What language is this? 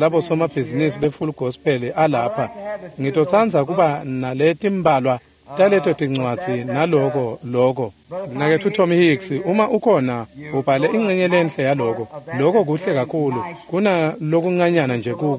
Swati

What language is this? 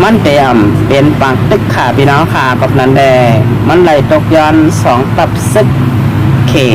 Shan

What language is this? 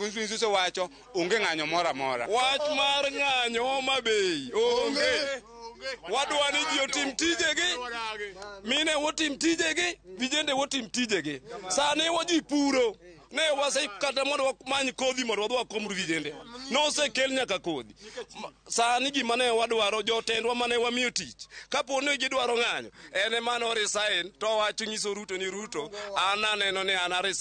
Luo (Kenya and Tanzania)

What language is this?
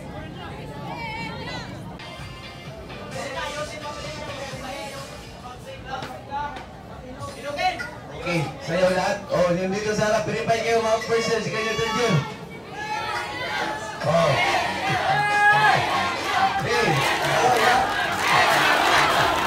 Filipino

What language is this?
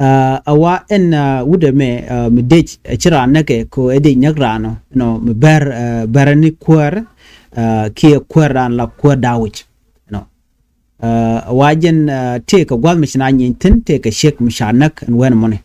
Nuer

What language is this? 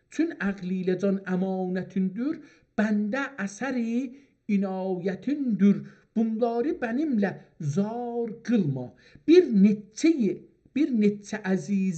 South Azerbaijani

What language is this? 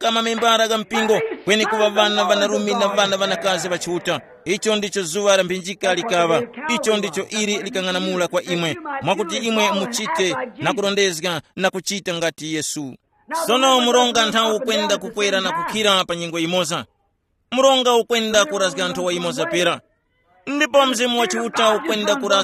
Tumbuka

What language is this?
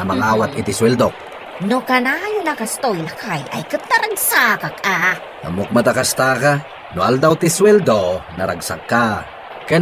Iloko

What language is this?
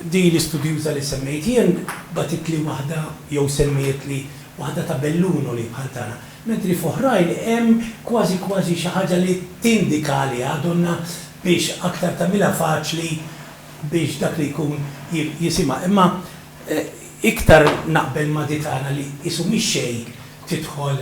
Maltese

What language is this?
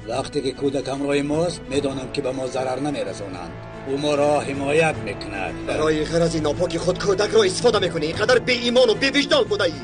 Tajik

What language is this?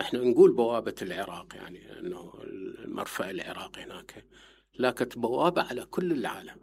Mesopotamian Arabic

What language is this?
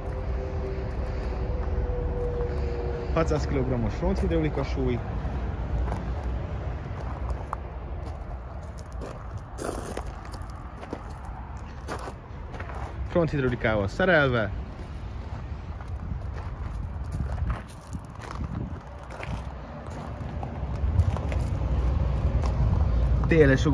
Hungarian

